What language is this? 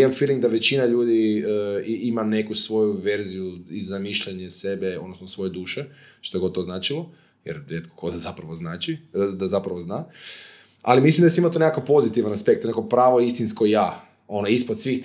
Croatian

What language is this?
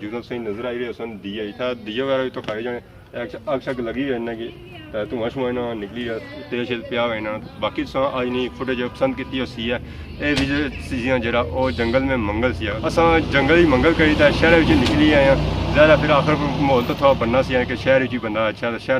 Pahari-Potwari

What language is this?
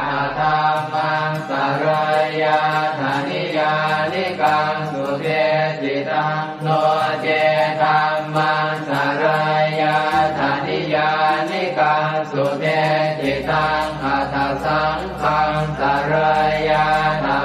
Pali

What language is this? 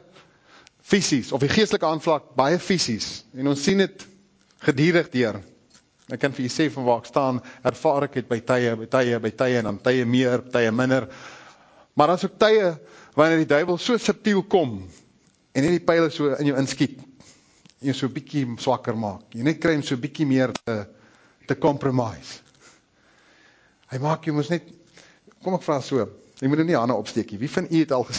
Afrikaans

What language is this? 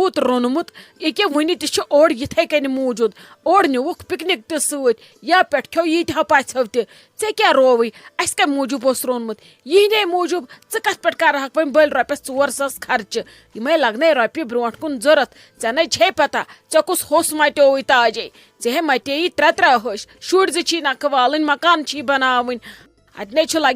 Kashmiri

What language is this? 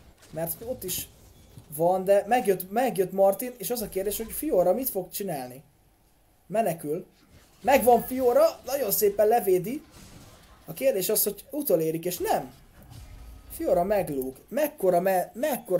Hungarian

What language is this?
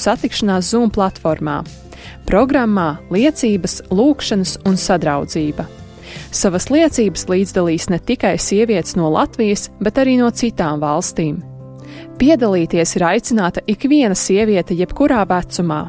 Latvian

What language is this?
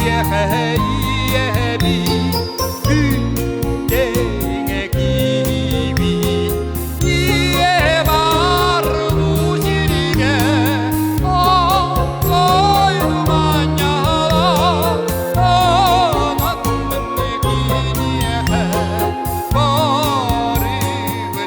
Yakut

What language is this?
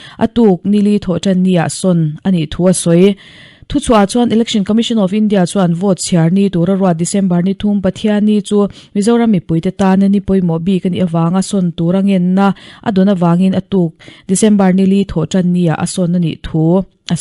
Mizo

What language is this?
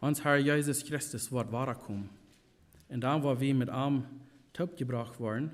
Plautdietsch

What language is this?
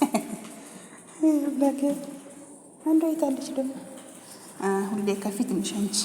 Amharic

